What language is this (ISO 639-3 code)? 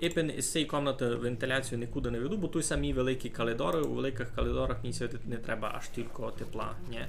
rue